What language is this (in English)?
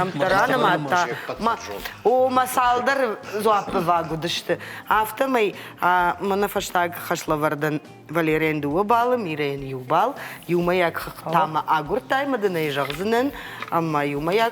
Ossetic